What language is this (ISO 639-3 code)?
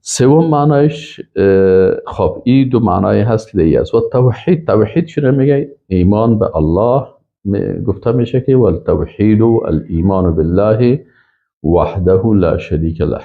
fas